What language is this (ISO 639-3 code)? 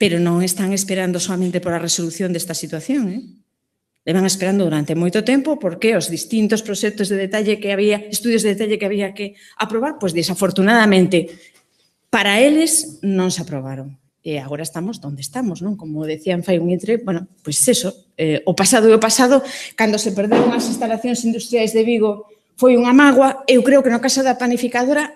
glg